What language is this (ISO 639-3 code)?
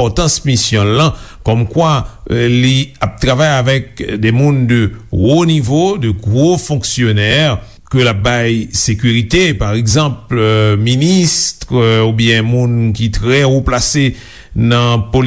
hat